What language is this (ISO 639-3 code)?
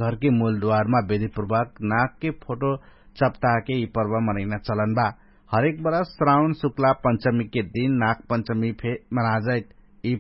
thl